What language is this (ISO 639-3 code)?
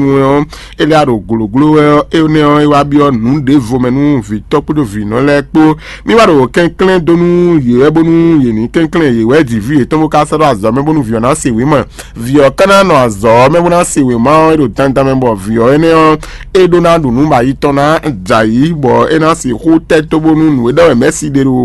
fon